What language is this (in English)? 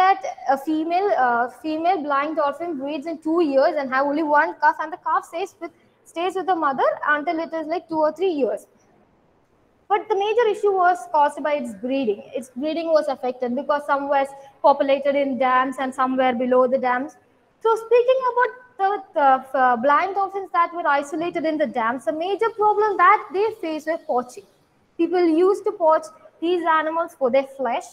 English